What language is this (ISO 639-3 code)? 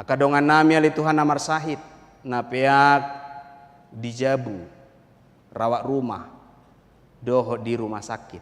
bbc